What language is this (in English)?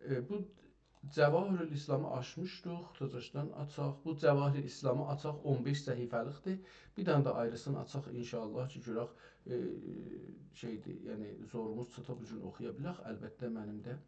South Azerbaijani